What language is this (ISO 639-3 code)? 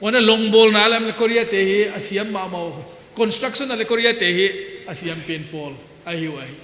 pck